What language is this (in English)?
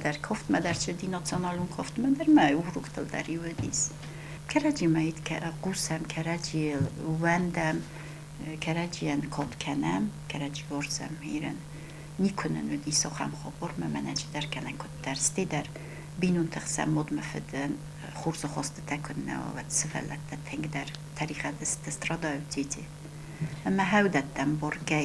Ossetic